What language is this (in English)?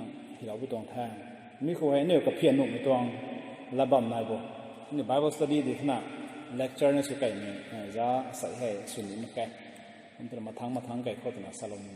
Rongmei Naga